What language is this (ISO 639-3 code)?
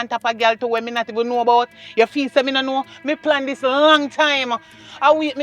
jam